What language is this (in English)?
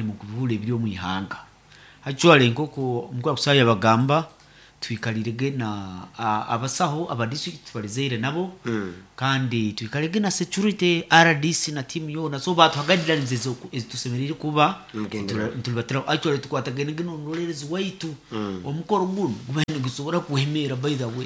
Nyoro